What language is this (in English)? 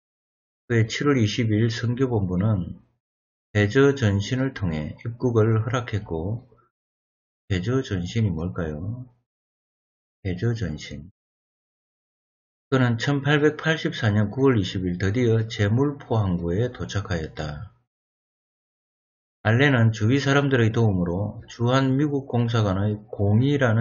Korean